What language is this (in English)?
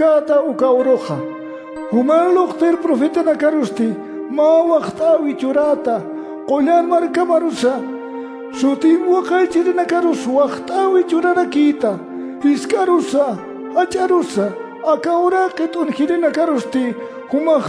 Aymara